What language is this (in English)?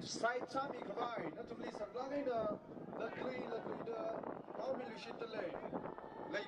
Tangkhul Naga (India)